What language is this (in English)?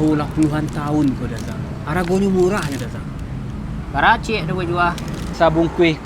Minangkabau